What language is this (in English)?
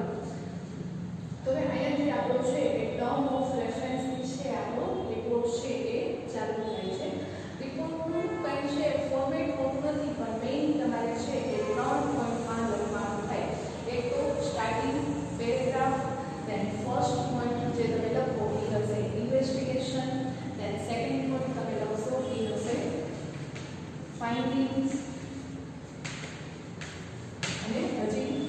Gujarati